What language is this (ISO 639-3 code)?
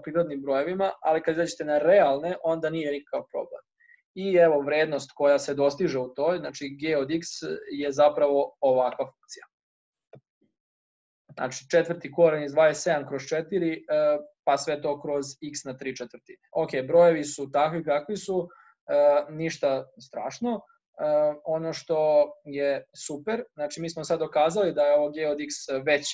srp